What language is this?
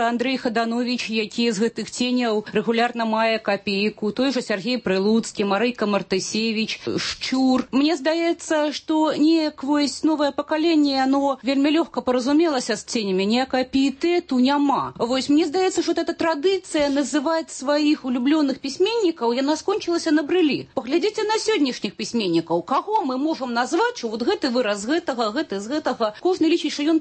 Belarusian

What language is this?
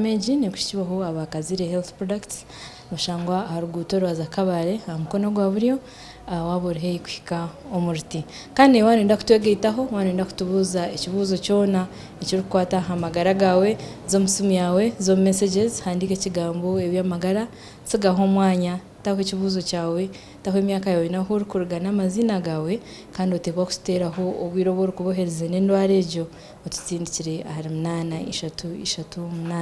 Nyankole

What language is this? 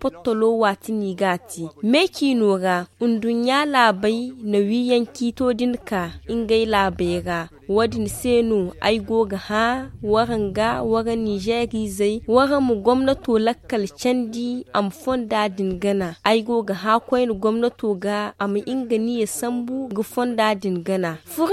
Zarma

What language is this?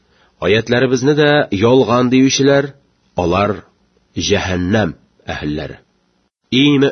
Tatar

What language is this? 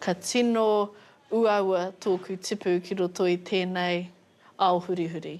Māori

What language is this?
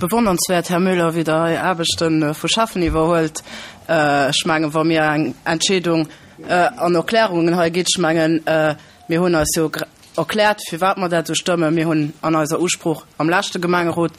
Luxembourgish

